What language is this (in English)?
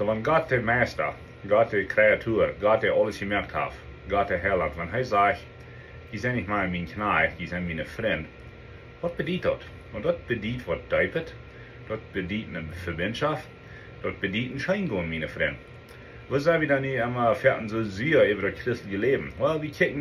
Plautdietsch